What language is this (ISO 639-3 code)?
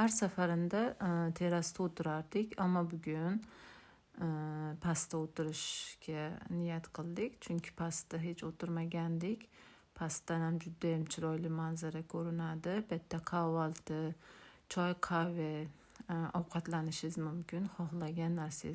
uzb